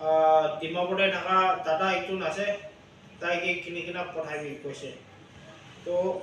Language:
Naga Pidgin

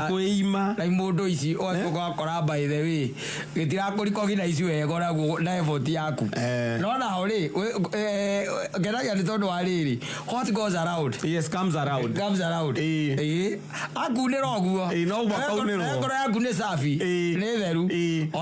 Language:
Kikuyu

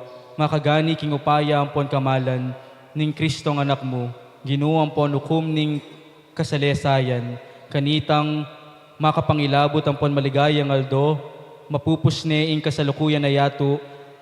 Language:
Pampanga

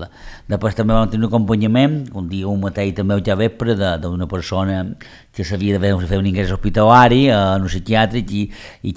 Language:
Catalan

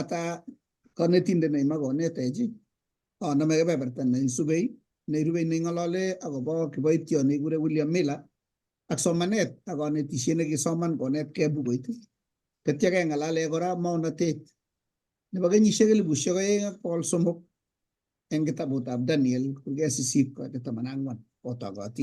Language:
Kalenjin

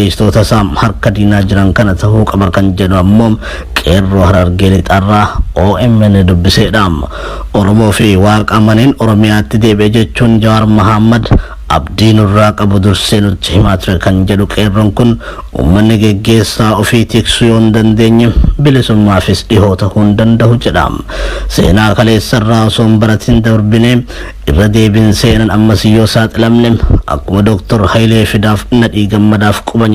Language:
Oromo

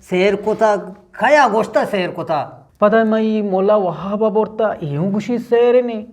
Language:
Eastern Balochi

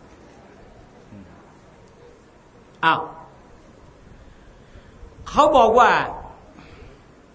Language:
Thai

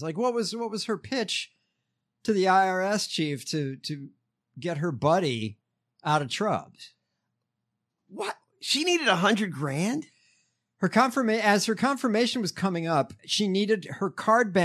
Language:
English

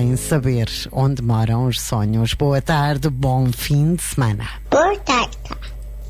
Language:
Portuguese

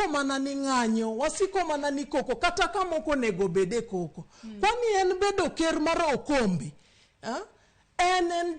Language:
Luo (Kenya and Tanzania)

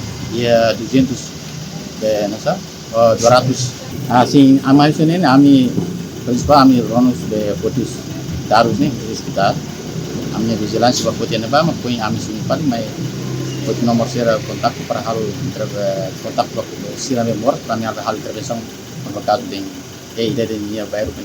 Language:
Tetum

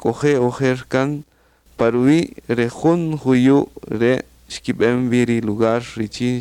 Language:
Kaqchikel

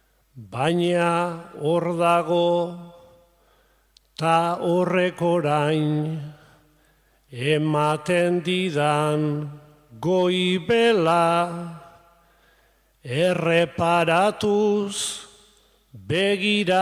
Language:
Basque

